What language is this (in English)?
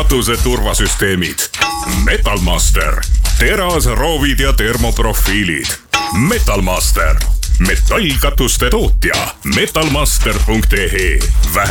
Estonian